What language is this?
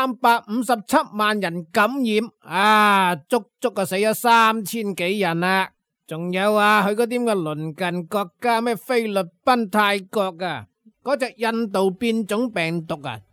Cantonese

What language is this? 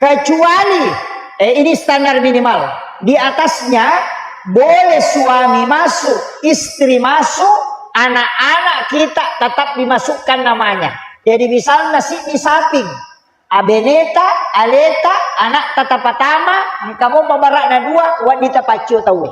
Buginese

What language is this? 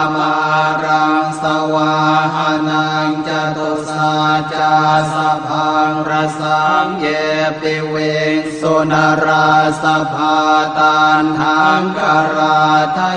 Pali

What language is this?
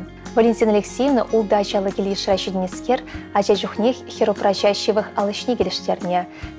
Chuvash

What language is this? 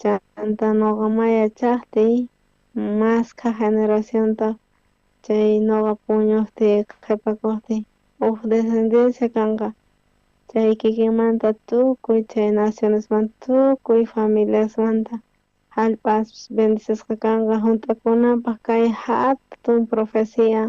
South Bolivian Quechua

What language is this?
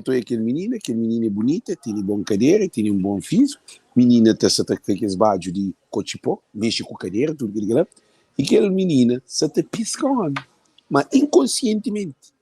Kabuverdianu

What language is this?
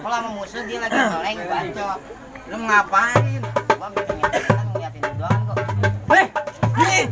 Betawi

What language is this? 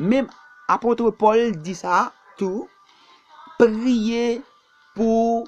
Haitian Creole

